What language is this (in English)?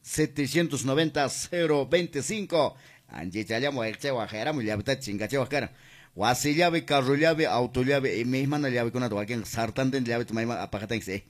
Quechua